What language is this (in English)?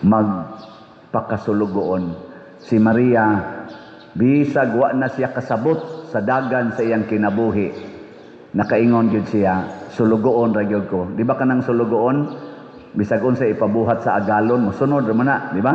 Cebuano